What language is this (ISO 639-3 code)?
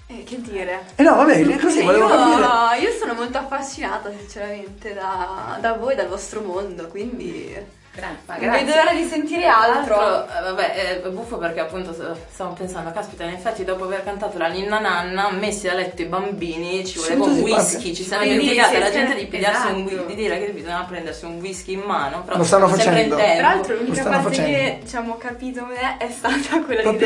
ita